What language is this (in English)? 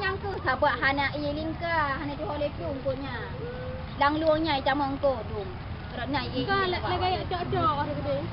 Achinese